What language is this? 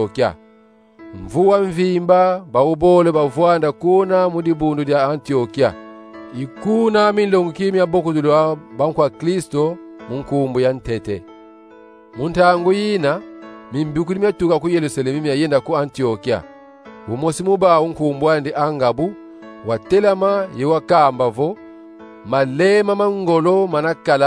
Kongo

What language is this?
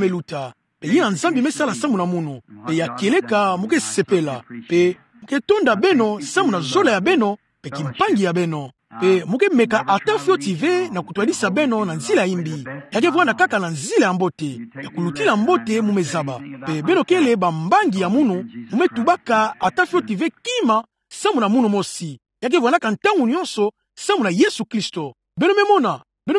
Kituba (Democratic Republic of Congo)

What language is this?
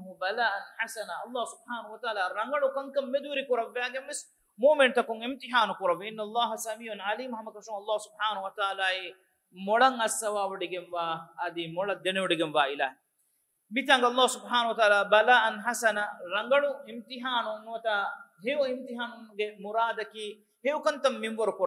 Divehi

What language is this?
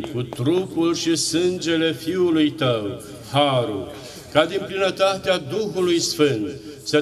Romanian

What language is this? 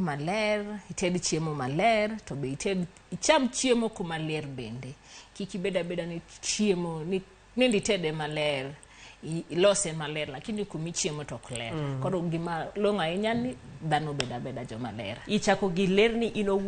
Luo (Kenya and Tanzania)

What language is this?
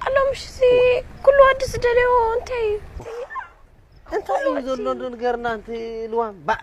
Tigrinya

